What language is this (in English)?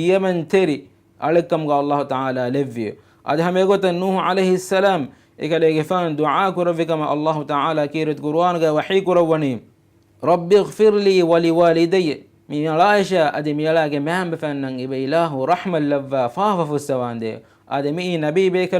Divehi